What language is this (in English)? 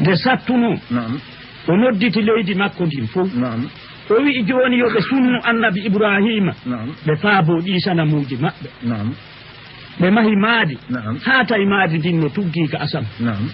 Fula